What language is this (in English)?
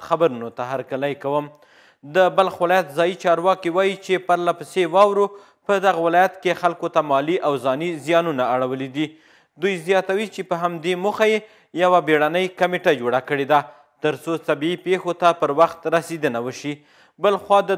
Pashto